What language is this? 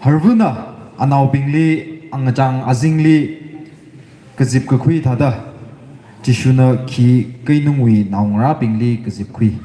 Tangkhul Naga (India)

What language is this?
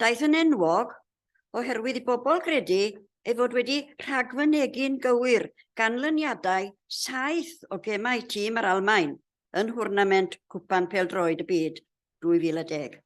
Welsh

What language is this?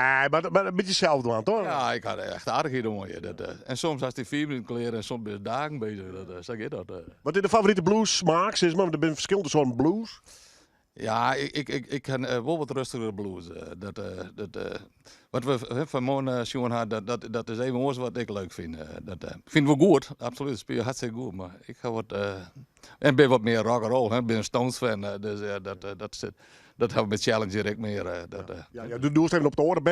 Western Frisian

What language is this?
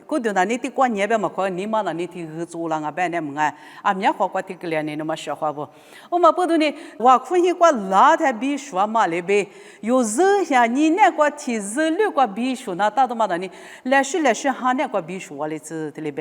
Lisu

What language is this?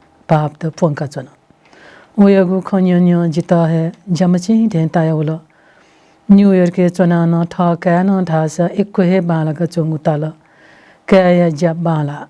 Newari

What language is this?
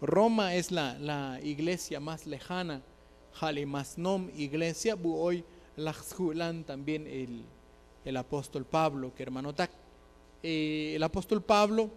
Tzotzil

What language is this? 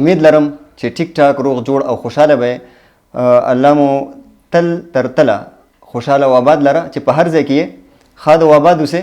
Pashto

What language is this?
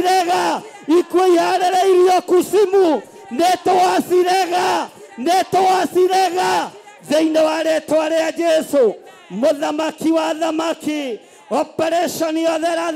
Kikuyu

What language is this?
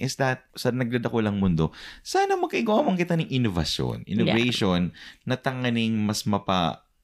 Bikol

